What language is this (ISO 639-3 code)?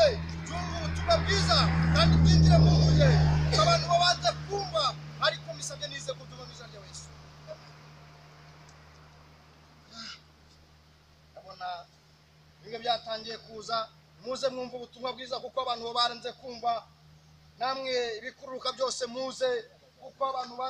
kin